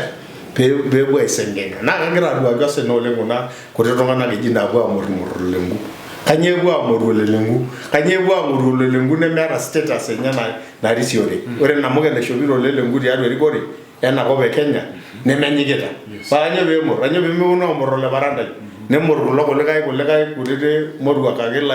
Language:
Masai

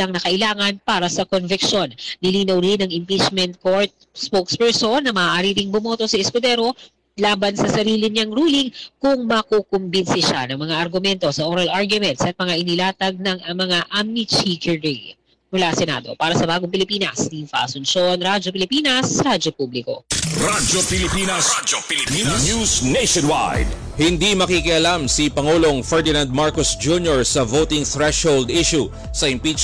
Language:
Filipino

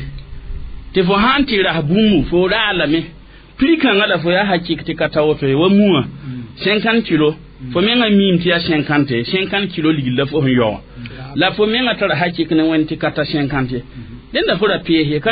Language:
Mossi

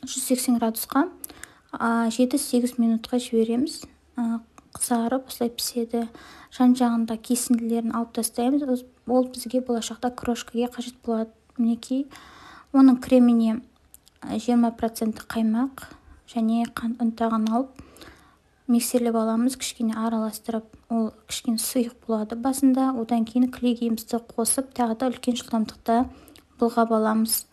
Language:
Kazakh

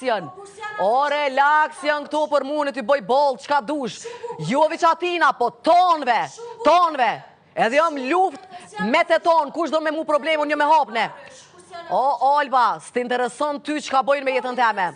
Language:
Albanian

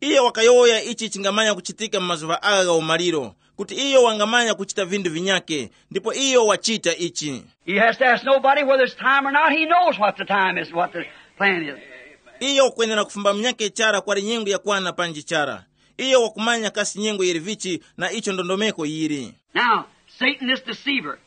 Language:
Tumbuka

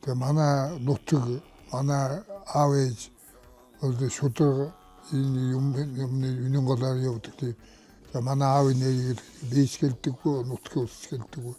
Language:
Mongolian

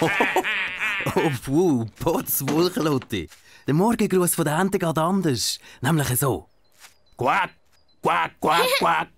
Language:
Swiss German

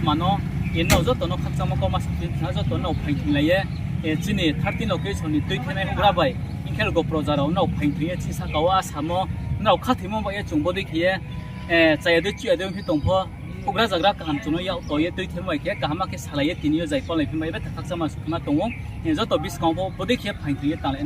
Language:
Riang (India)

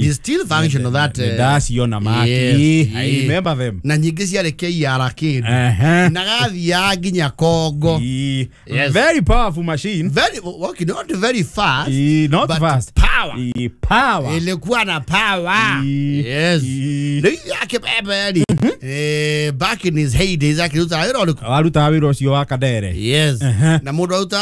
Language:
Kikuyu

